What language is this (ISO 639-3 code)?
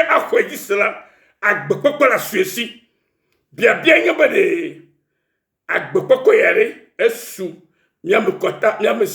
ewe